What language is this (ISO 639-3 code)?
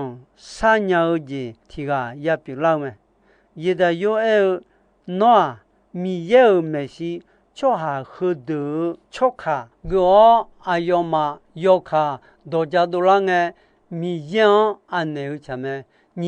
ahk